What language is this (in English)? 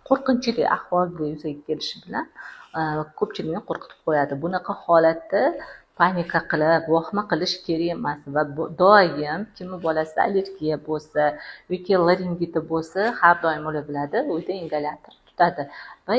Uzbek